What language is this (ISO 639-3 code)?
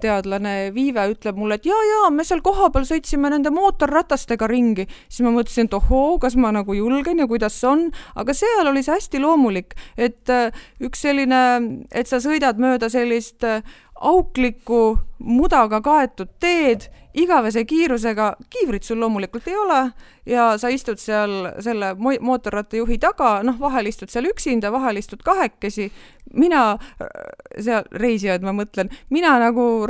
est